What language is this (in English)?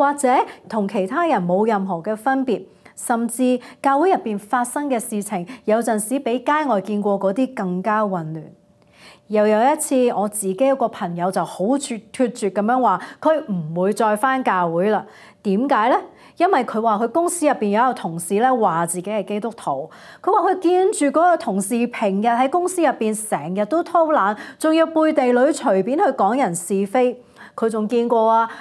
Cantonese